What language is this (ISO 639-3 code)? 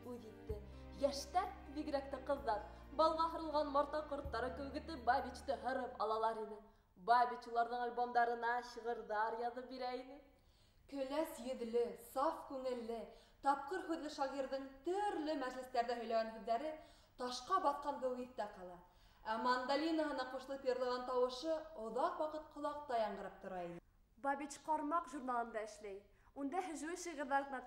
bak